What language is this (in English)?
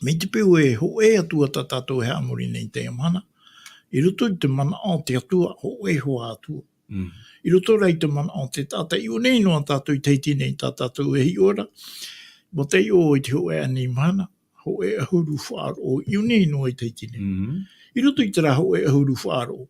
Tahitian